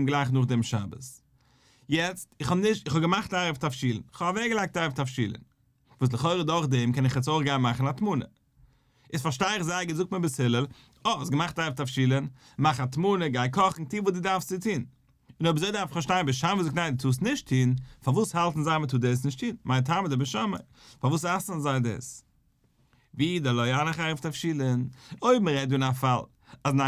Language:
Yiddish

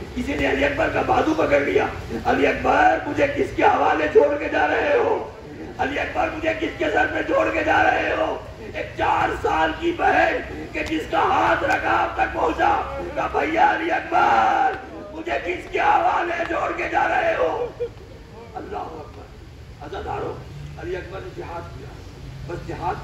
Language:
Urdu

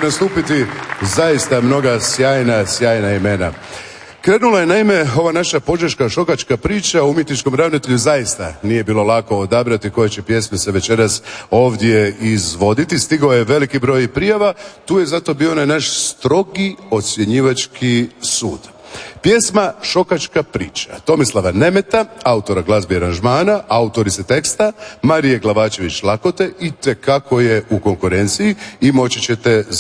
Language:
Croatian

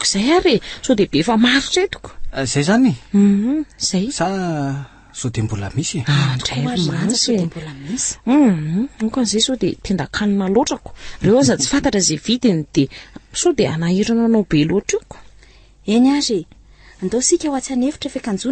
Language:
Malagasy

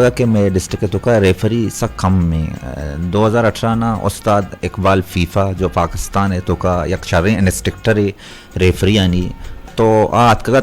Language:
Eastern Balochi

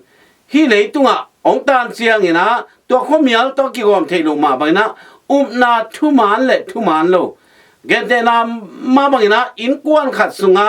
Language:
Tedim Chin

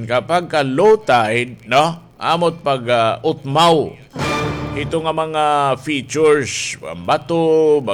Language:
Waray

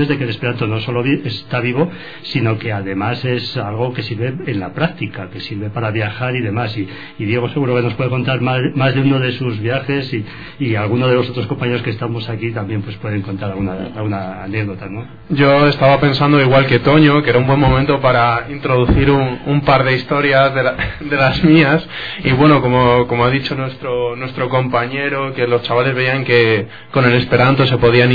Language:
Spanish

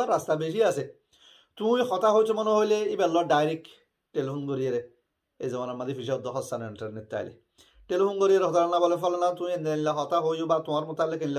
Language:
Rohingya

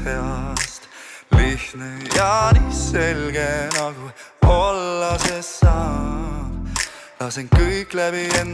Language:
Estonian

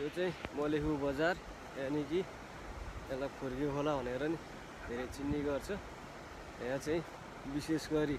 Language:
Nepali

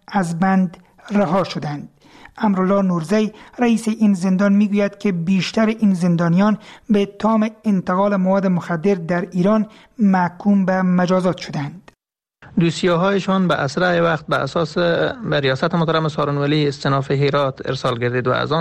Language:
Persian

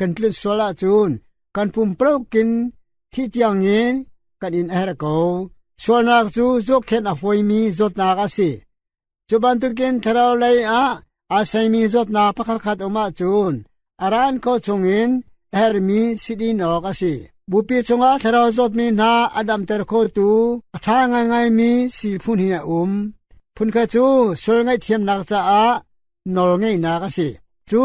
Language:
Hakha Chin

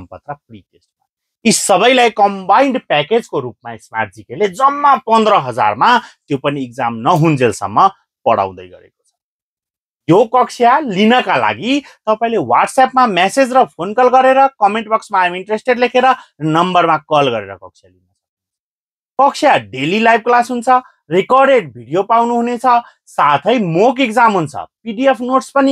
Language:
Nepali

